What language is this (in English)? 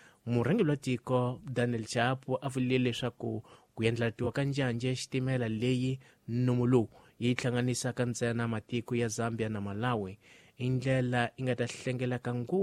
Tsonga